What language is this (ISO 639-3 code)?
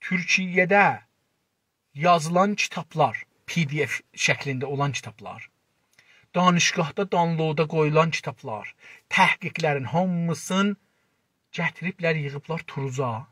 azb